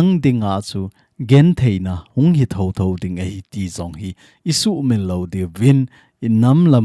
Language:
Thado Chin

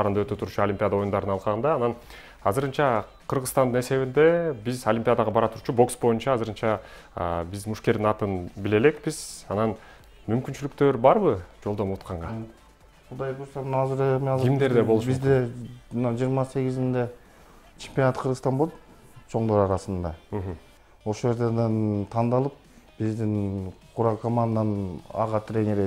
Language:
Kyrgyz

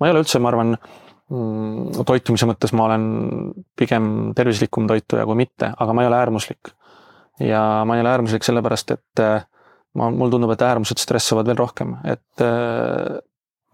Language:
Estonian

